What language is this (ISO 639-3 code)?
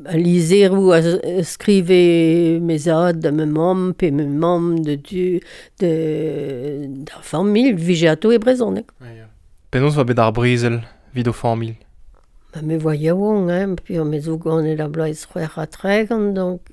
bre